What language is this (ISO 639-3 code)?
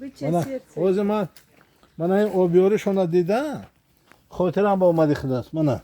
tgk